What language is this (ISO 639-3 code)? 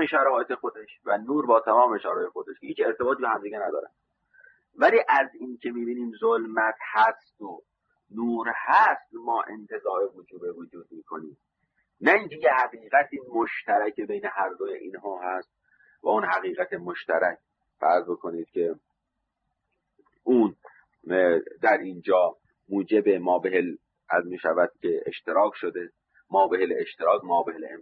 fas